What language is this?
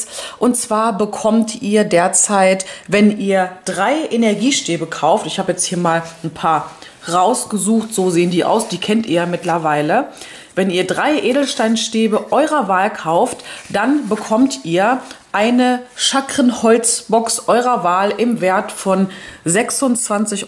German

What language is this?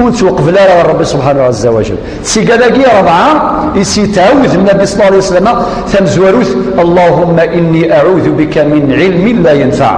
Kabyle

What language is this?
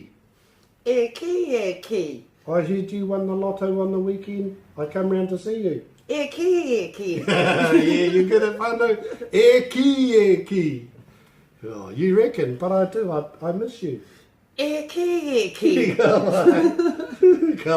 Māori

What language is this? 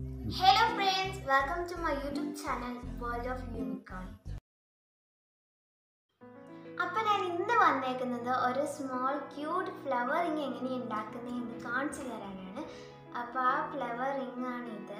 Malayalam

